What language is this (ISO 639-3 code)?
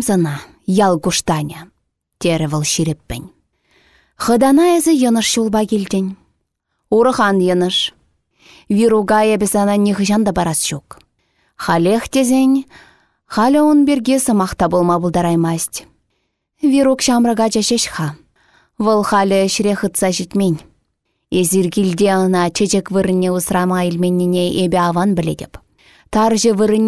chv